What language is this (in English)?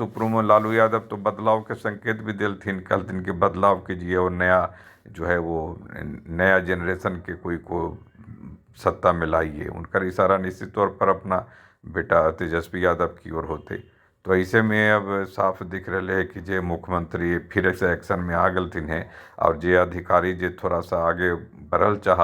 Magahi